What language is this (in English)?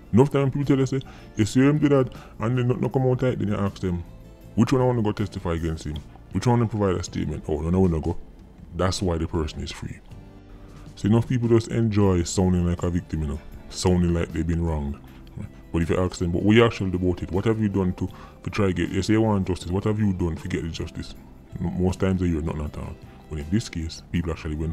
Jamaican Creole English